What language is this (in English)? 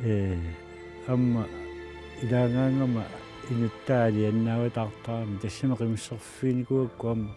Kalaallisut